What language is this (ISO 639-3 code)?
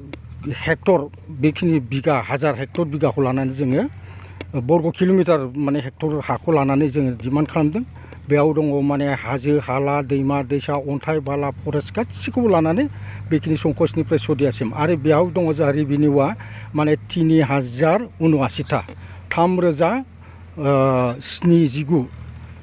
brx